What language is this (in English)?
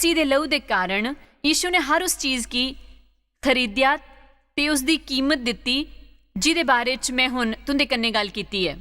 Dogri